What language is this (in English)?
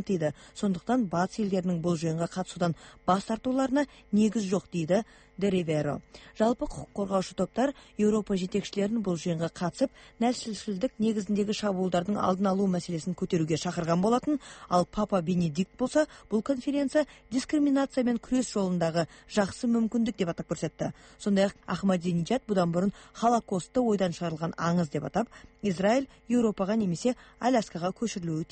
Kazakh